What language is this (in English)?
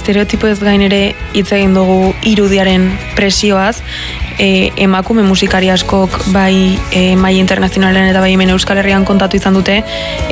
Basque